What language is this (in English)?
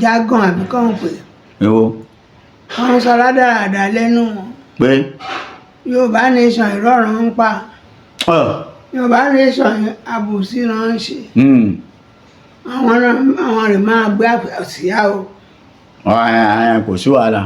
Yoruba